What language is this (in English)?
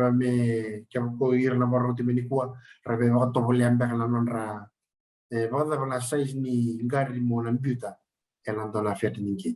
Fijian